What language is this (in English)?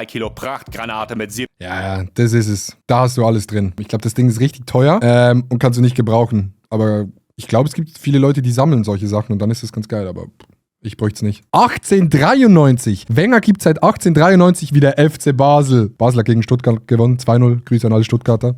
Swiss German